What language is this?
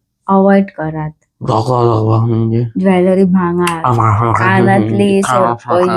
Konkani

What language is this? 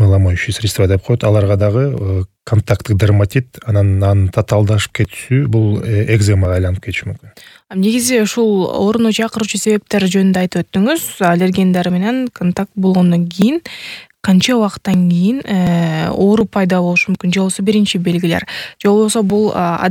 Kyrgyz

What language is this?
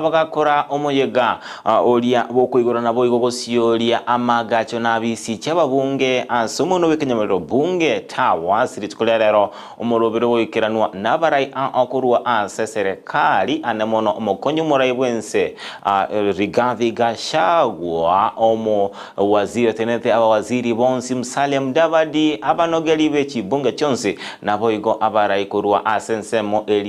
Gusii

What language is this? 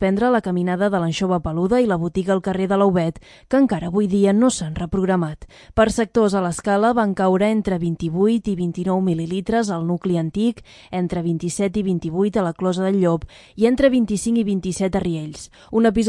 Catalan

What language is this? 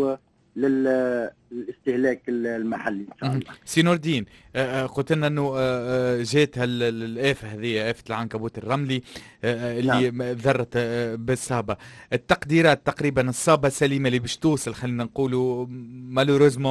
Tunisian Arabic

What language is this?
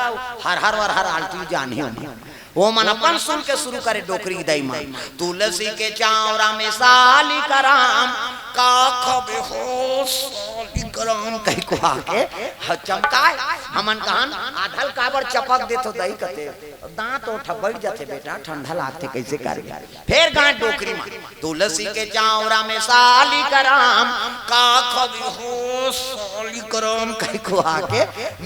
Chhattisgarhi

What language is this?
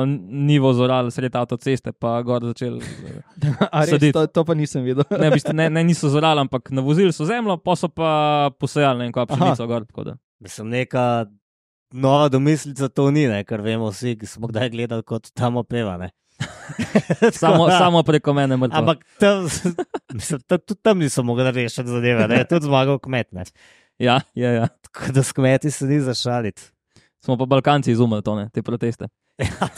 Slovenian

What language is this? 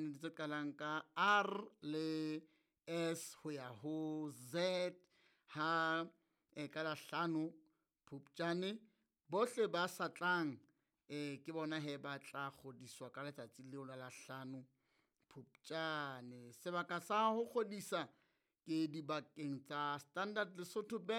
Southern Sotho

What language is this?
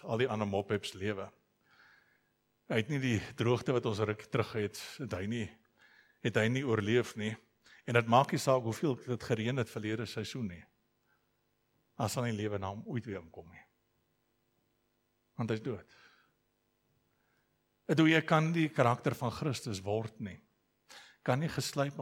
Afrikaans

